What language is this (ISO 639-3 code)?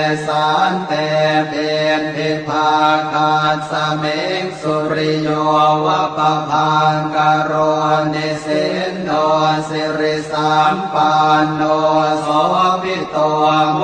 pli